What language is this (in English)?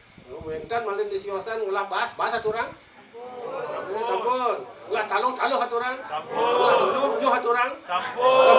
Balinese